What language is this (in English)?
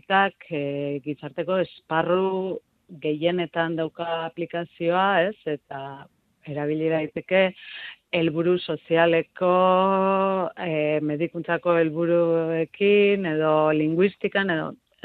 Basque